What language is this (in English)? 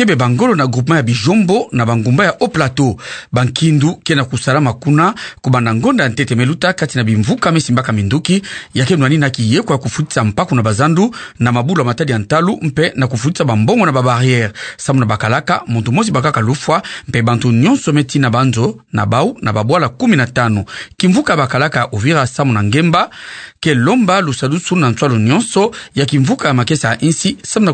Kituba (Democratic Republic of Congo)